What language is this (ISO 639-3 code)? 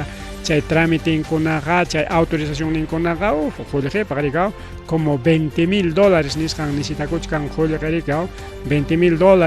quy